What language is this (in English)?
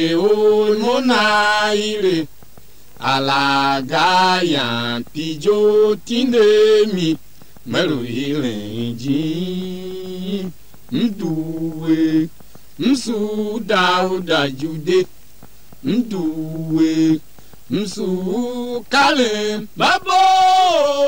Tiv